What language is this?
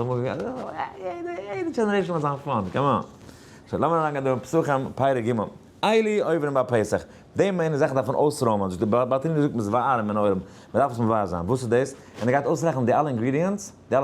Yiddish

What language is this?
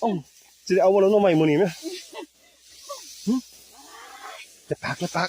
Lao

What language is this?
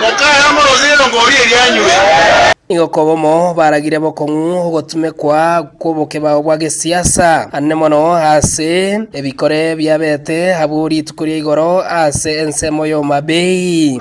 Gusii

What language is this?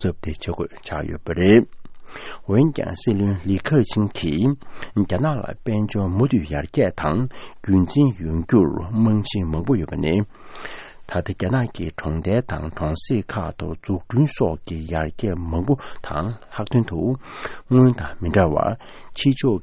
Tibetan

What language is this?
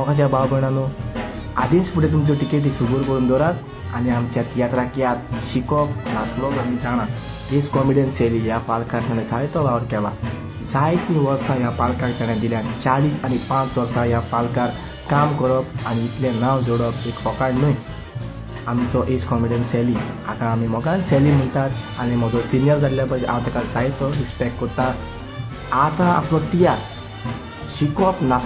Konkani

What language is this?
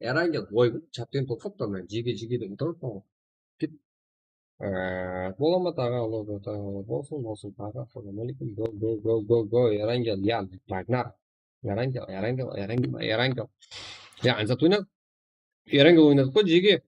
Kara-Kalpak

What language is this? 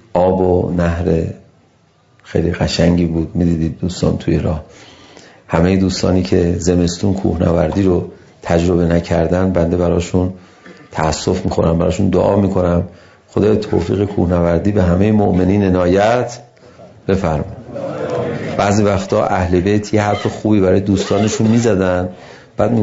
Persian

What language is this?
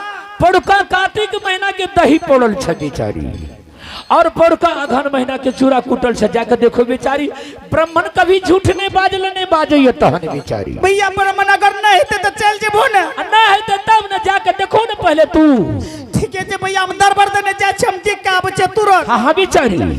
Angika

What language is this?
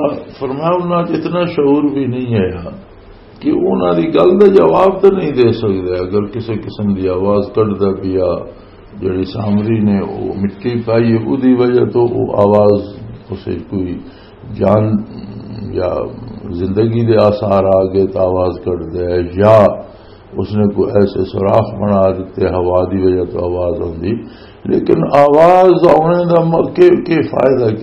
Western Panjabi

